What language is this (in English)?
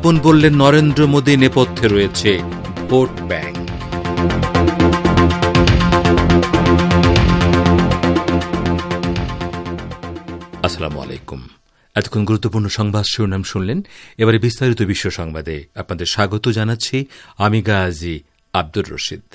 Bangla